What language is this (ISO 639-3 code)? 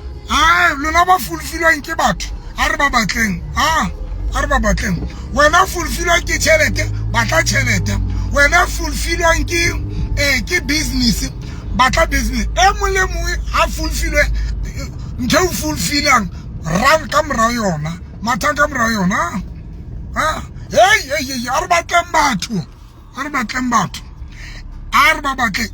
sot